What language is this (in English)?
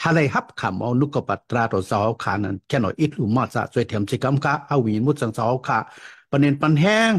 Shan